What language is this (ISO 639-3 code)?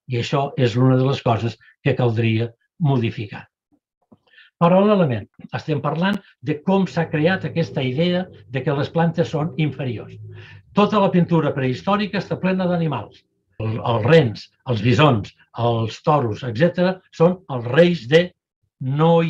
cat